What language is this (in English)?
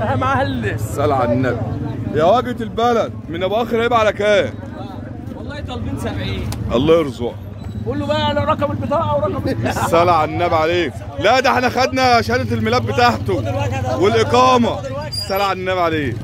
Egyptian Arabic